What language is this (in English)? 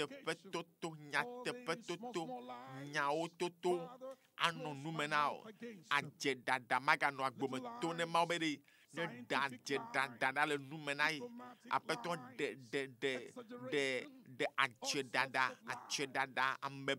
Ewe